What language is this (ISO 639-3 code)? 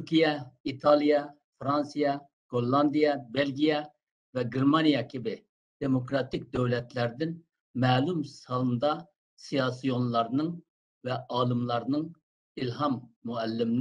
uig